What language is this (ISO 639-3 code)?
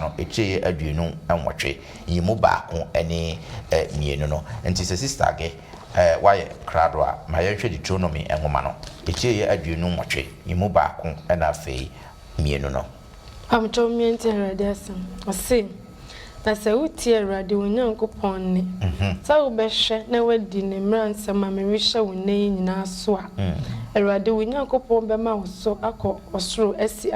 aka